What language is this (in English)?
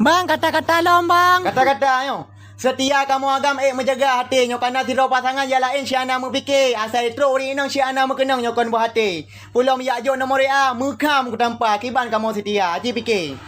Achinese